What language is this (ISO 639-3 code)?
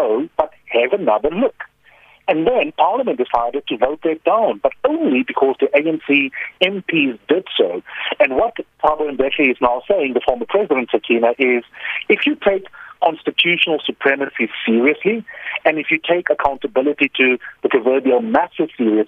eng